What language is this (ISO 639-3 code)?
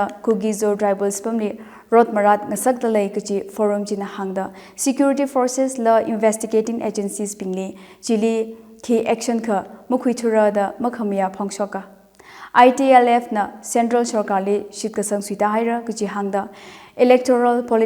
nmf